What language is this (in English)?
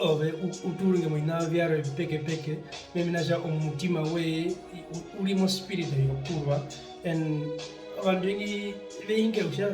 Herero